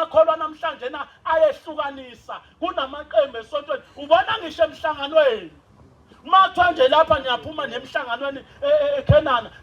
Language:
Zulu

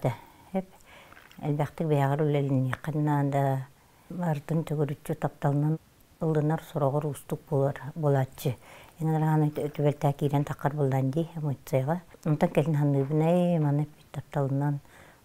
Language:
Yakut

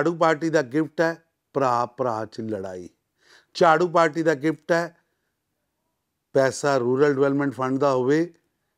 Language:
Punjabi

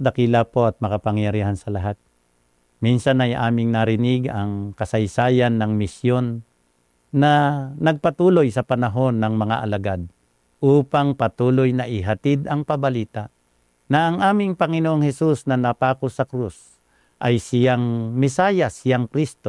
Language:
Filipino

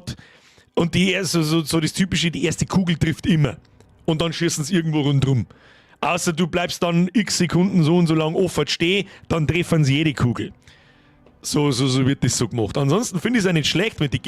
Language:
Bavarian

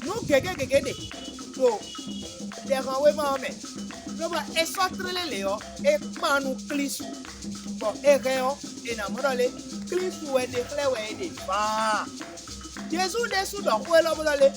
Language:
Fon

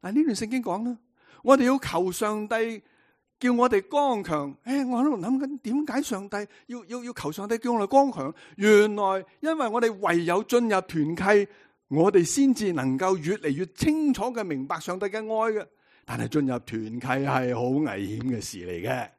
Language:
Cantonese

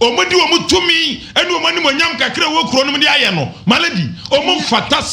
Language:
Akan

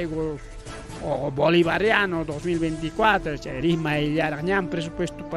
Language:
Ayacucho Quechua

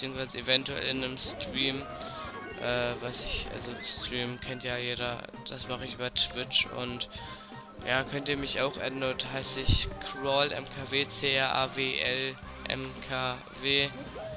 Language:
German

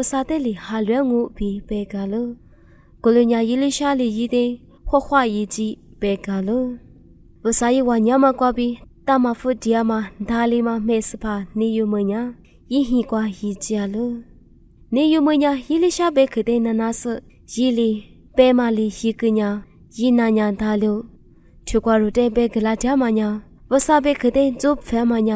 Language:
Lisu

